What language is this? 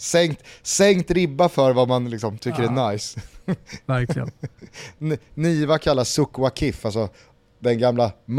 Swedish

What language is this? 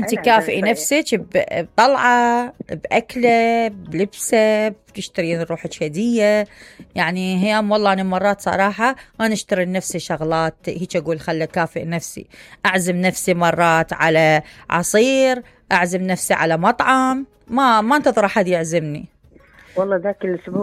Mesopotamian Arabic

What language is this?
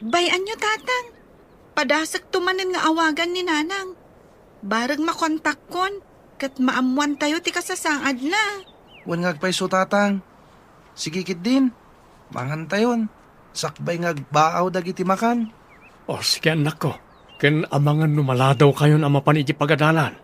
Iloko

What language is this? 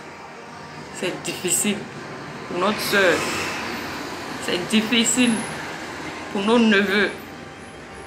French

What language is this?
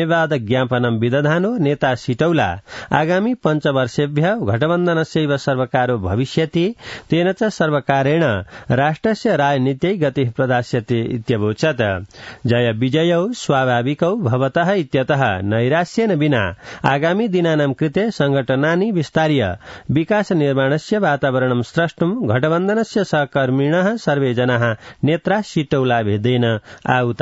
Sanskrit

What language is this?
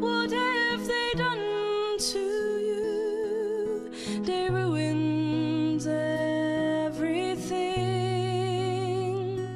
Western Frisian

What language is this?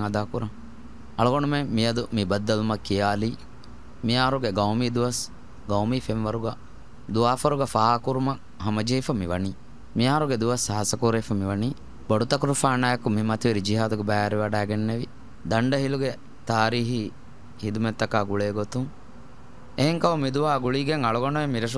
Divehi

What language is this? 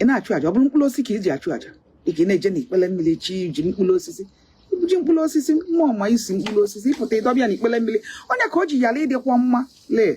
Igbo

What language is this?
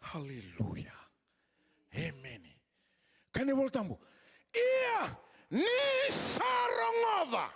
Fijian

